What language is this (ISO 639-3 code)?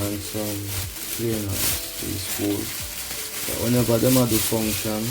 jam